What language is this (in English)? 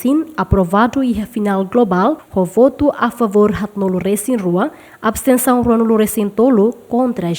Tetum